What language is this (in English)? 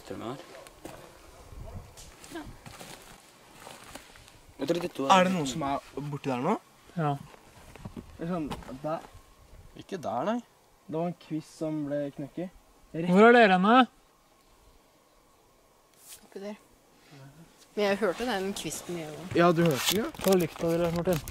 Norwegian